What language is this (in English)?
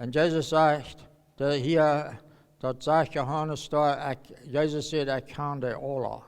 Plautdietsch